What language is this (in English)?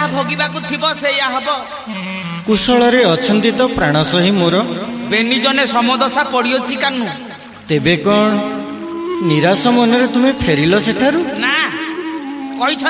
Odia